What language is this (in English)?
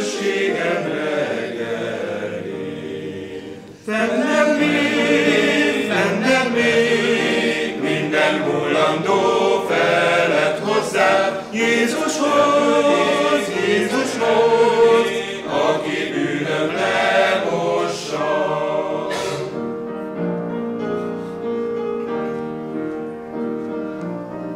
Hungarian